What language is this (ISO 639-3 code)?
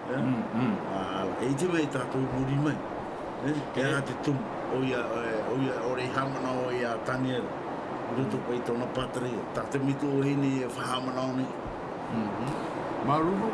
tah